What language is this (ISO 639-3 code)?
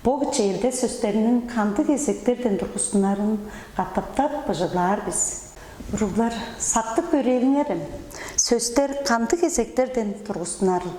tyv